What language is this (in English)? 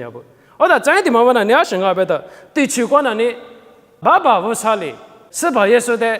Lisu